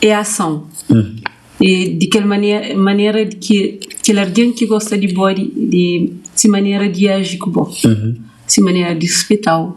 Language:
Kabuverdianu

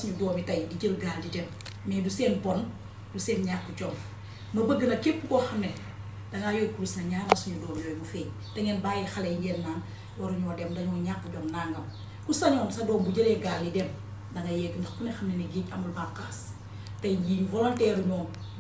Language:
Wolof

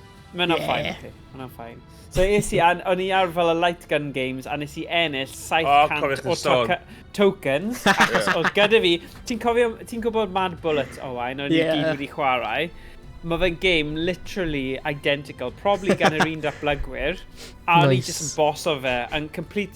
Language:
Welsh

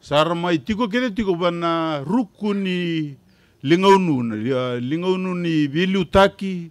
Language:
Fijian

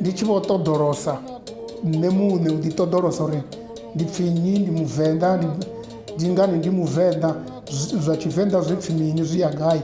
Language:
Venda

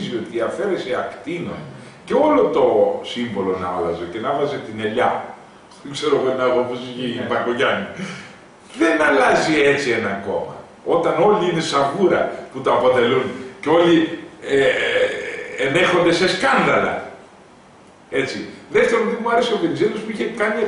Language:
Greek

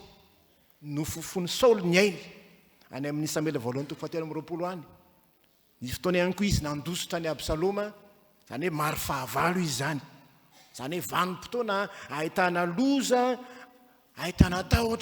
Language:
Malagasy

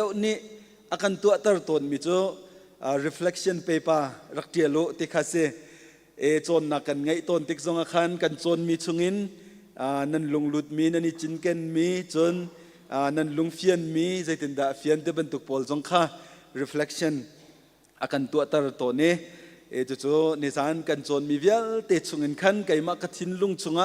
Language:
Hakha Chin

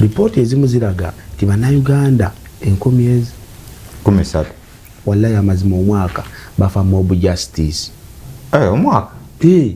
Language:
Ganda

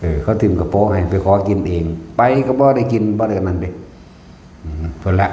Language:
Northeastern Thai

